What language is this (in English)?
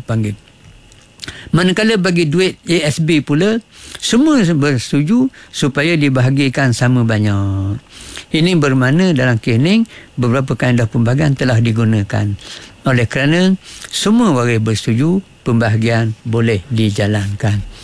Malay